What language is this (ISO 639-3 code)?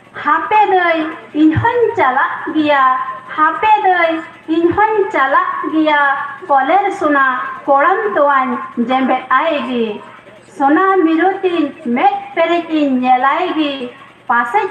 sat